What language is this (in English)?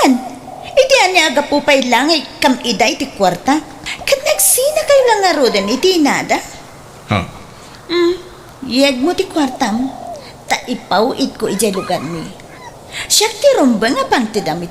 Iloko